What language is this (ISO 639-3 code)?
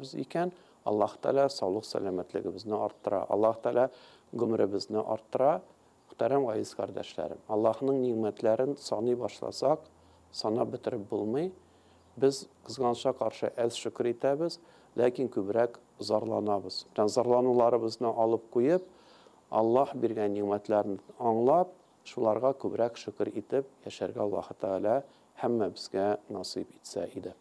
tat